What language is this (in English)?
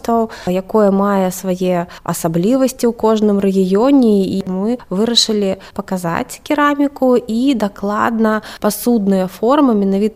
Belarusian